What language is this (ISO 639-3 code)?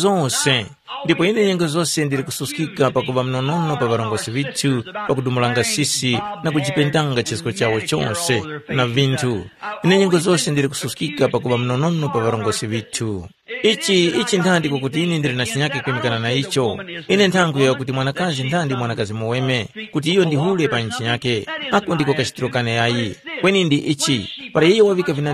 tum